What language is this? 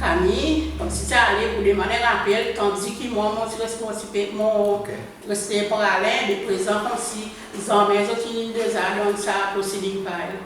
Seselwa Creole French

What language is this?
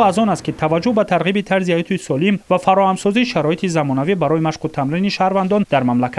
Tajik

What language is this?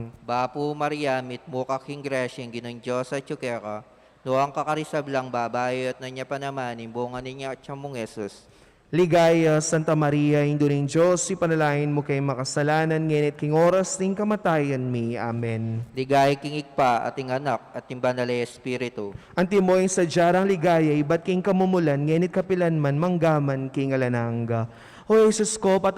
Pampanga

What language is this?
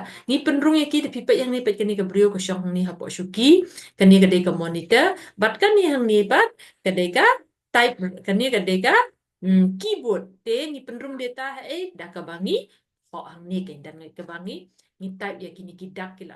Khasi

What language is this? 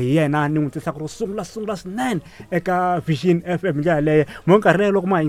Tsonga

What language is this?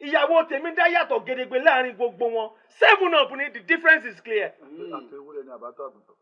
Yoruba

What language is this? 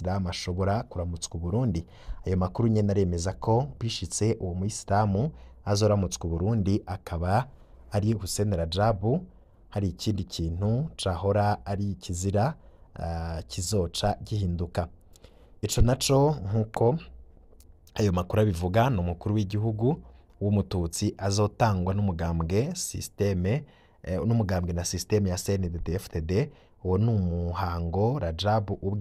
Rundi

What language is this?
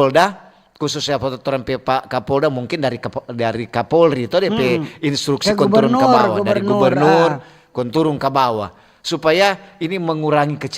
Manado Malay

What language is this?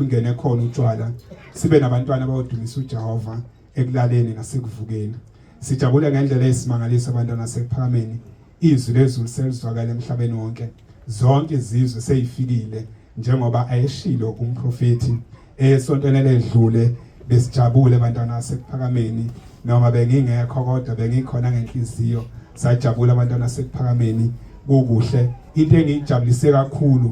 Zulu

